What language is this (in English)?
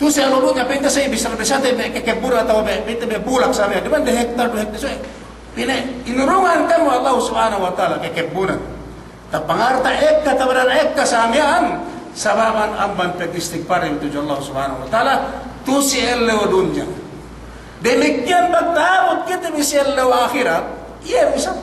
Yakan